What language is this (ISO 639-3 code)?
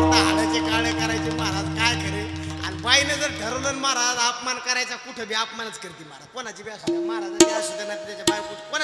mar